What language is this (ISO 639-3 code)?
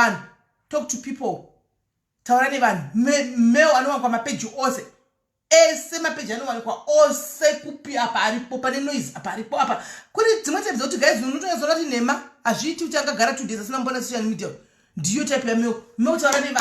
sna